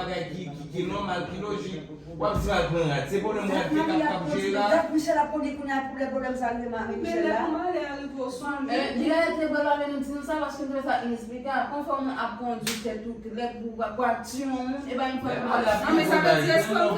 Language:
Haitian Creole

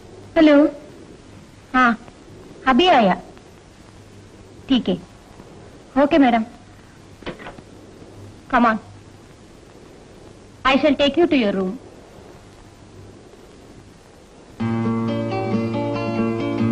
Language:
Malayalam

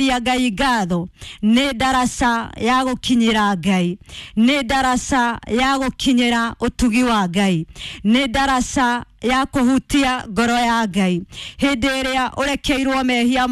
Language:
Kikuyu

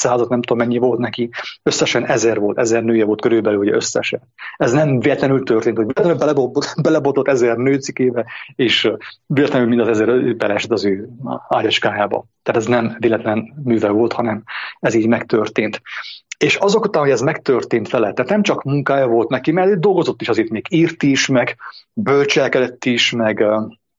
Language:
Hungarian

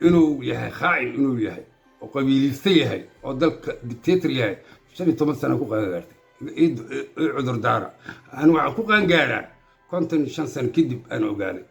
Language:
Somali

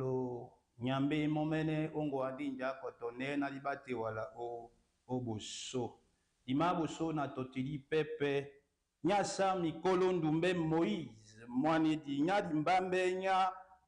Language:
Duala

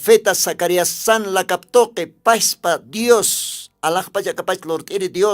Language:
Aymara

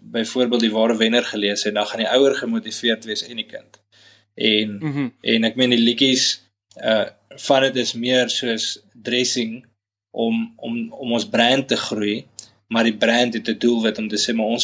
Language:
Afrikaans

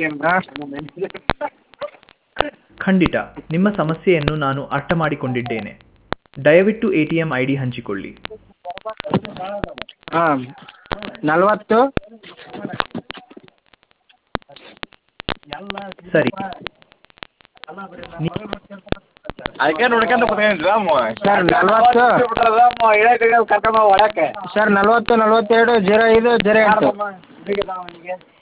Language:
Kannada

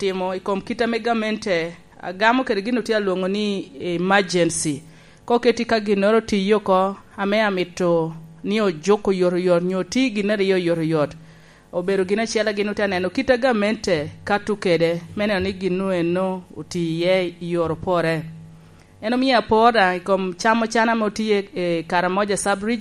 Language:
Lango (Uganda)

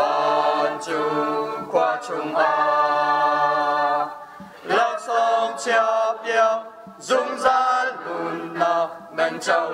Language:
Hakha Chin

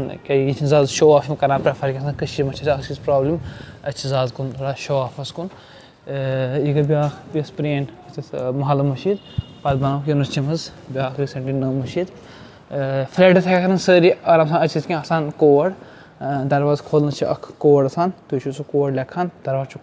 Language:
Kashmiri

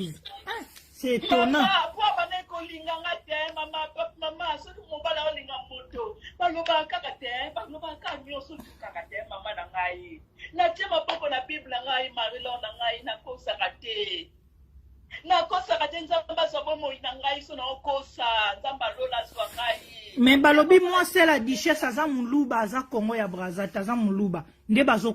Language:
Lingala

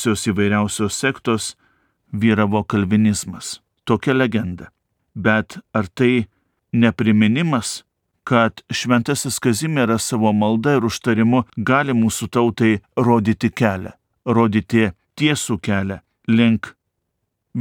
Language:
Lithuanian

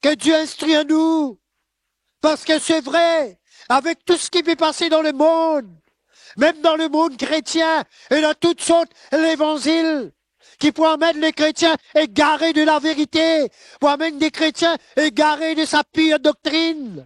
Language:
Morisyen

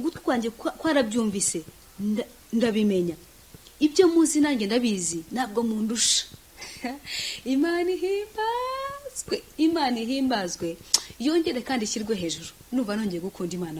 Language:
Kinyarwanda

